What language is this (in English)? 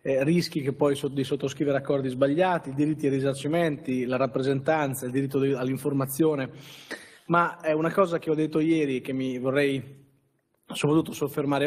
Italian